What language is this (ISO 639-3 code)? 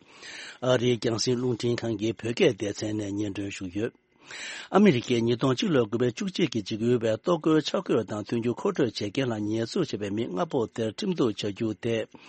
bod